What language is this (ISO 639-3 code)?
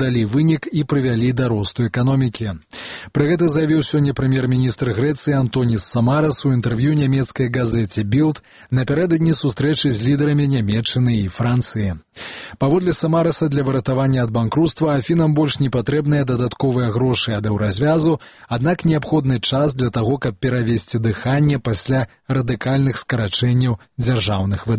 bel